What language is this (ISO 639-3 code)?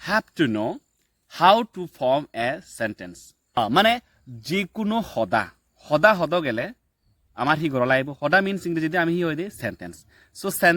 ccp